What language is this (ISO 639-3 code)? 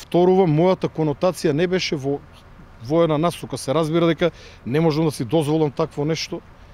mkd